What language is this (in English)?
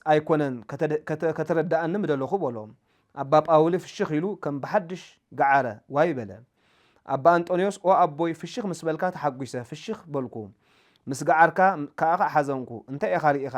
Tigrinya